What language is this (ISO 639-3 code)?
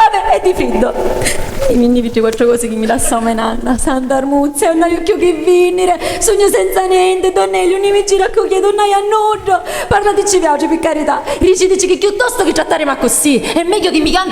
scn